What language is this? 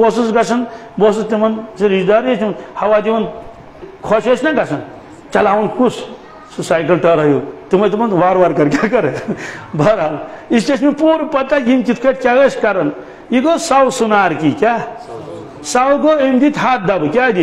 Kashmiri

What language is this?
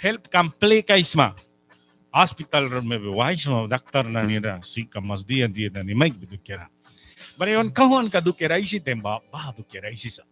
Mískito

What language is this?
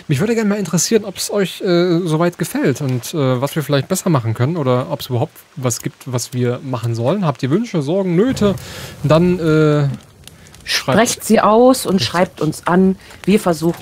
German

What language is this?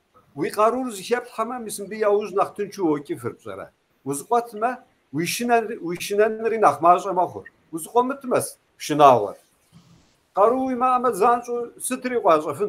Kabardian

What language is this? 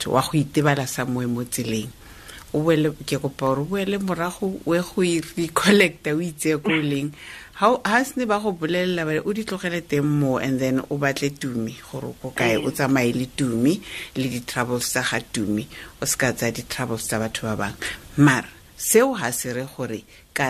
Tswana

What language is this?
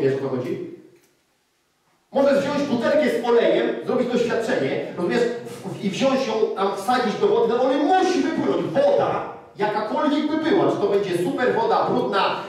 Polish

